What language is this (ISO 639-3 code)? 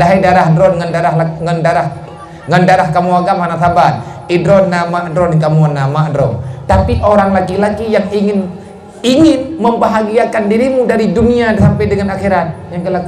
ace